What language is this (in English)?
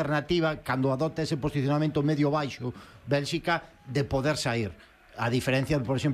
Galician